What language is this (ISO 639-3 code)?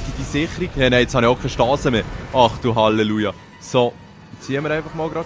gsw